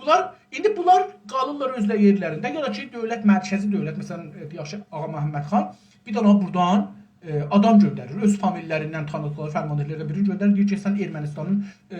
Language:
South Azerbaijani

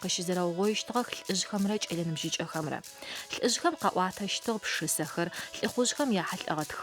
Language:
Adyghe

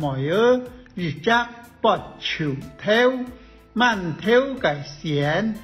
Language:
Hakka Chinese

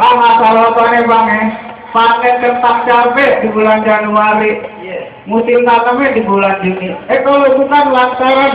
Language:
Betawi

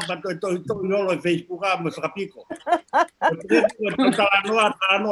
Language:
Tongan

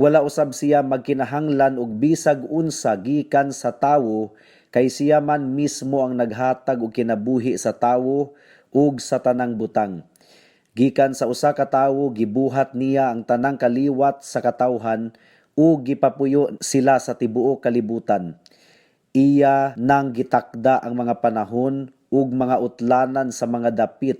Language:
Cebuano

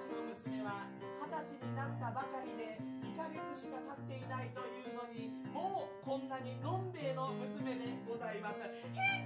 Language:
Japanese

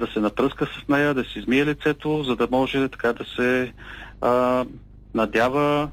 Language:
Bulgarian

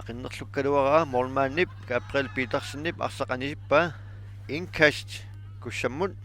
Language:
Kalaallisut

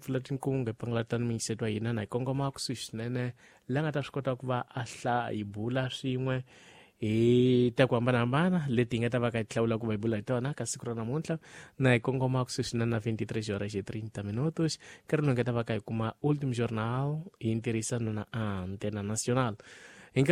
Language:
Tsonga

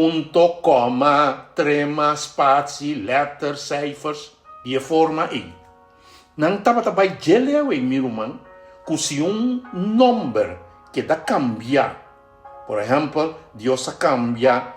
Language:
Papiamento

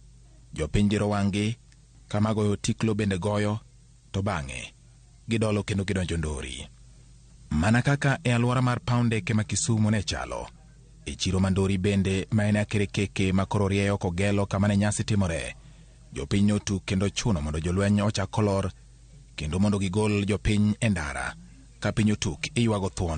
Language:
Luo (Kenya and Tanzania)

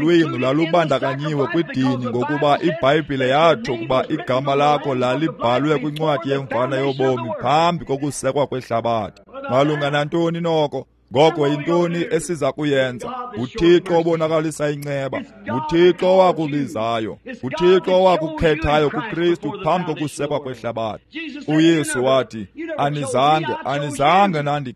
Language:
Xhosa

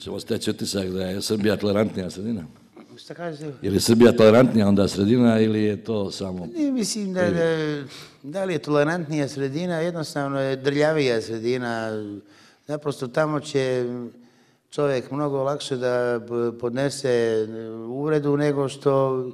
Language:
Serbian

